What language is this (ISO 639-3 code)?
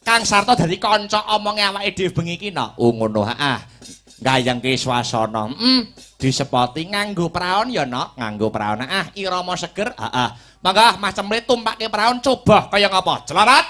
jav